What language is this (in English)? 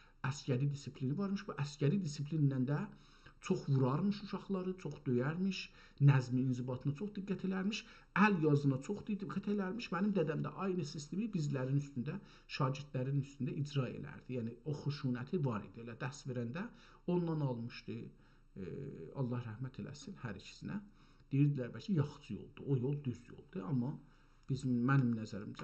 South Azerbaijani